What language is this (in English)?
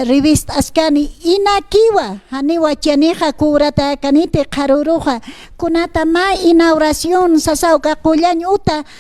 Aymara